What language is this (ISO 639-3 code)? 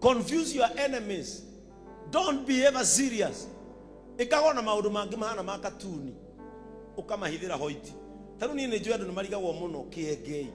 kik